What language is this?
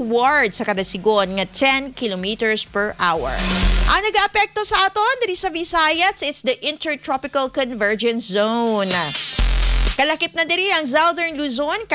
Hiligaynon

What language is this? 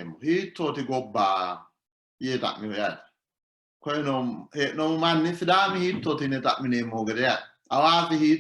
Sidamo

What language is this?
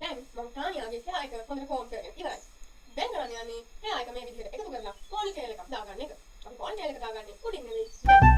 Sinhala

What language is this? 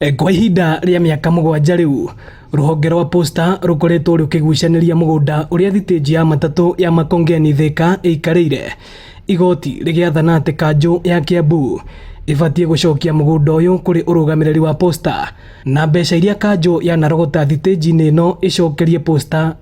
Kikuyu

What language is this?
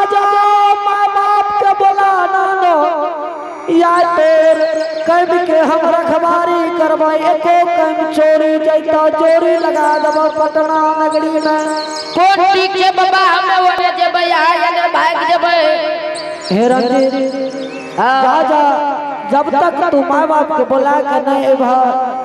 Angika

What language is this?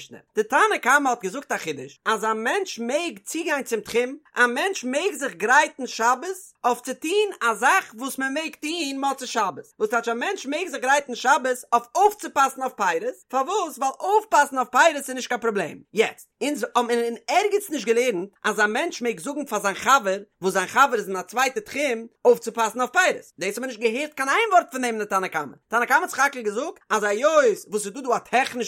Yiddish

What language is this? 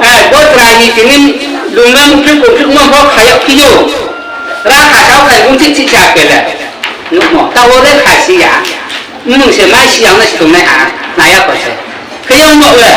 Riang (India)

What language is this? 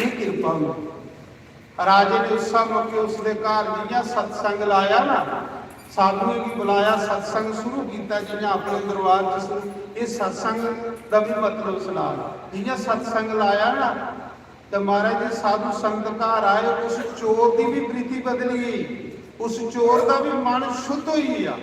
Dogri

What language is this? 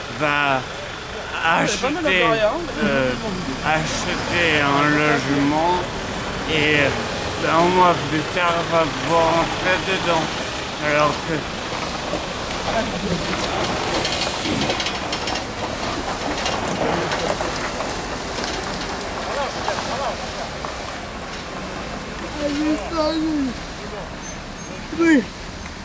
French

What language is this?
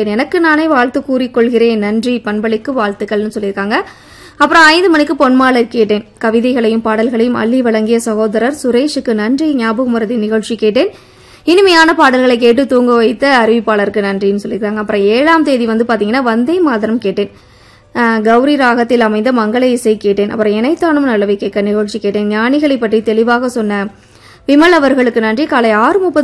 Tamil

